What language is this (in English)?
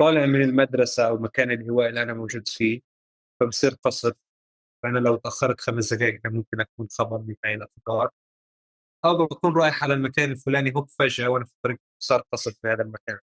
North Levantine Arabic